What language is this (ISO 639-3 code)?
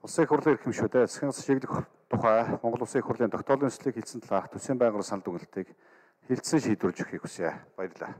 mon